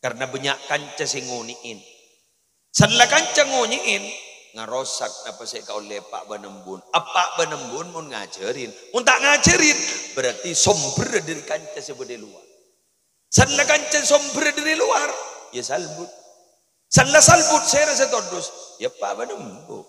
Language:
Madurese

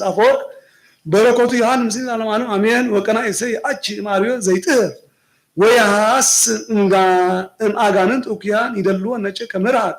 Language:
Geez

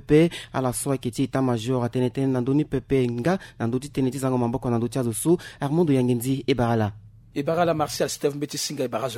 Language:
Sango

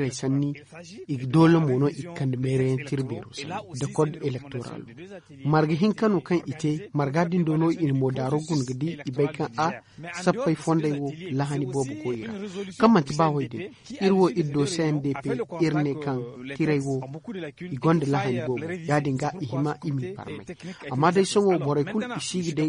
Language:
Zarma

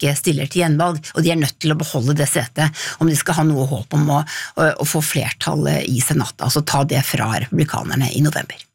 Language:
Norwegian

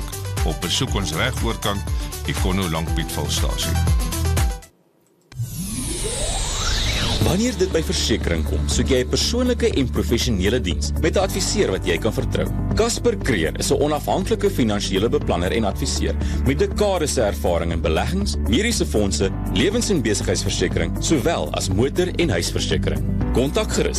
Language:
Afrikaans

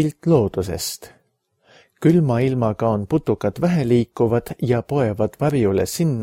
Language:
Estonian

